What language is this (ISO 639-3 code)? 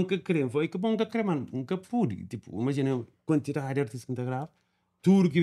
kea